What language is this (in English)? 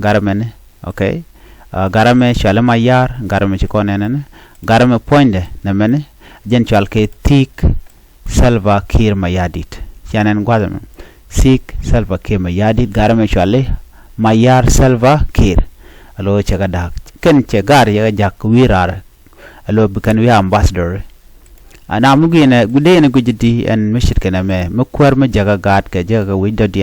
Nuer